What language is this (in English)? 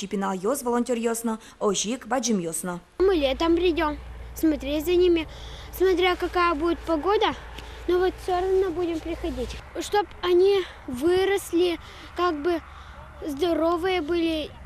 Udmurt